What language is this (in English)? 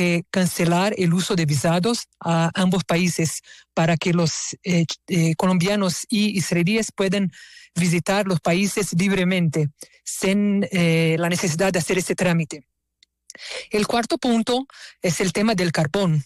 Spanish